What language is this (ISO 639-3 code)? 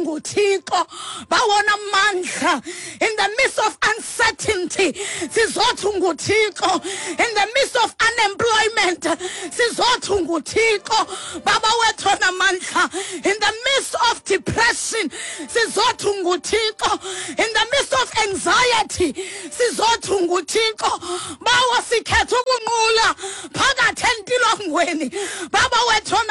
xho